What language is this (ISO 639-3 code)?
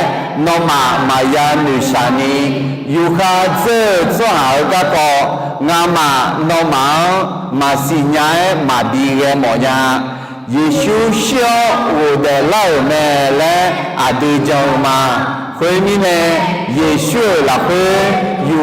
ahk